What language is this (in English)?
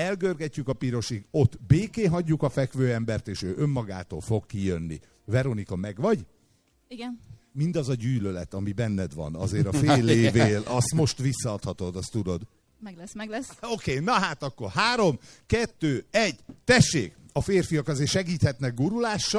Hungarian